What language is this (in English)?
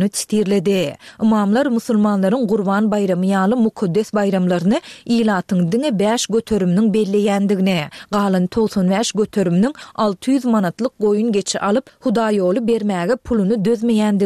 Turkmen